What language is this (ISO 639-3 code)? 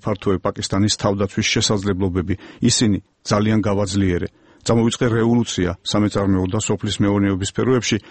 kat